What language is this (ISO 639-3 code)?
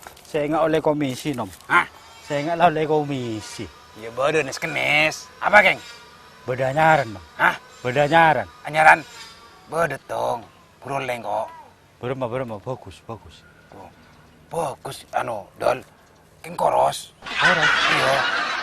mad